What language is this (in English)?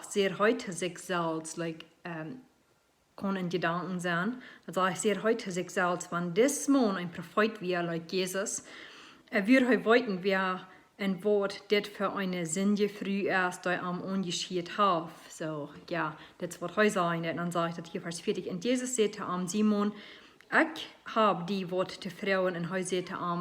Plautdietsch